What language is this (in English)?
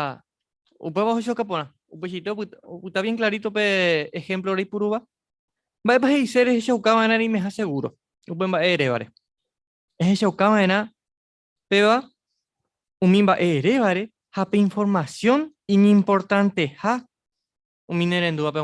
Guarani